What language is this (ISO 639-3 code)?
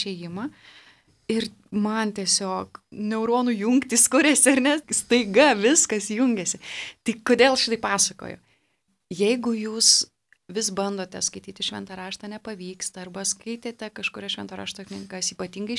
lit